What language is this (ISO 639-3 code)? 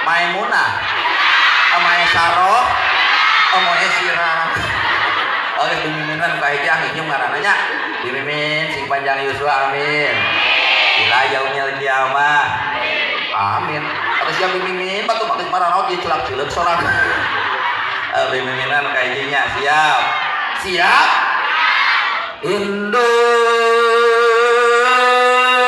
sun